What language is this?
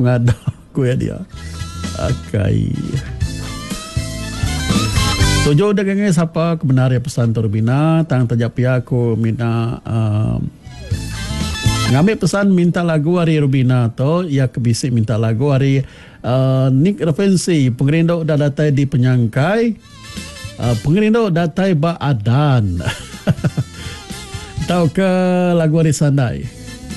Iban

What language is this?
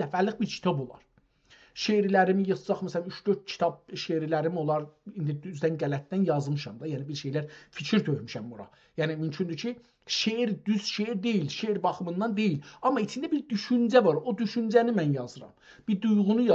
South Azerbaijani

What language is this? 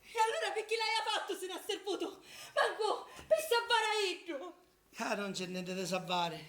Sicilian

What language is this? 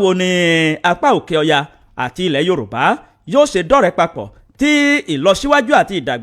Yoruba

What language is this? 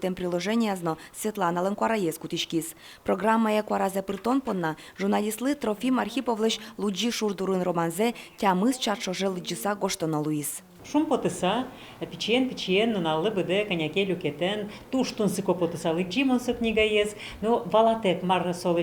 Udmurt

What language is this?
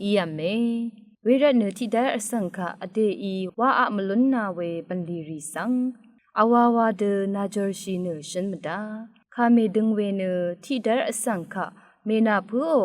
Rawang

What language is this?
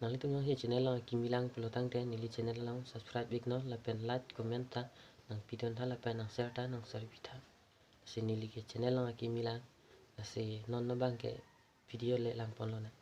Karbi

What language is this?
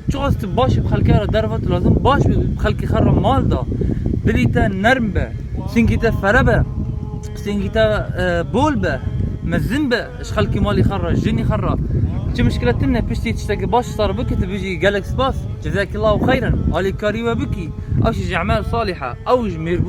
Kurdish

